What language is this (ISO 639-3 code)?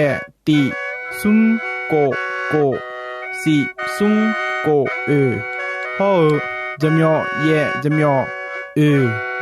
ahk